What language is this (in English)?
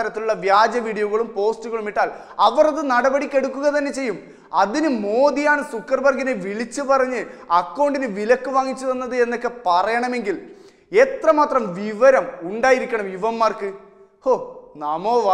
Malayalam